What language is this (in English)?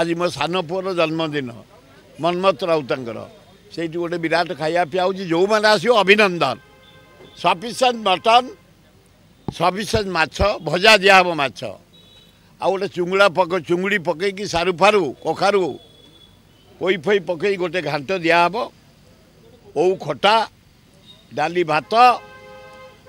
Odia